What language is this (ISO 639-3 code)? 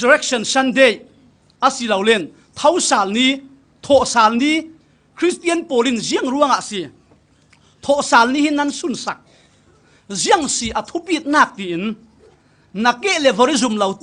cfm